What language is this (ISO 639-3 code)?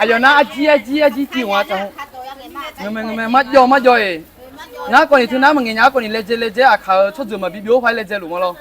ahk